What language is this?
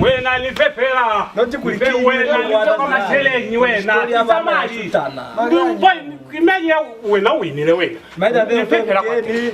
Lozi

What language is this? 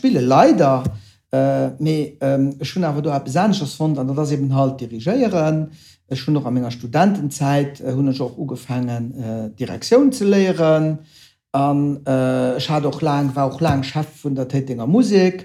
Luxembourgish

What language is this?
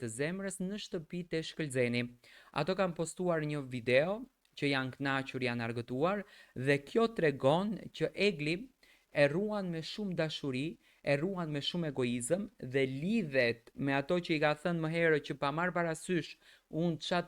Albanian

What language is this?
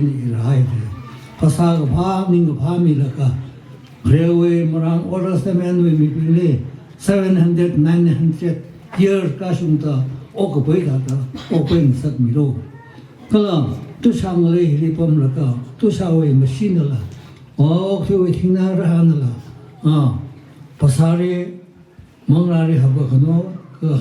Tangkhul Naga (India)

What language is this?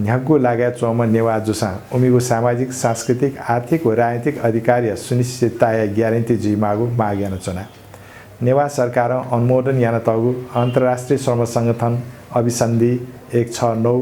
Newari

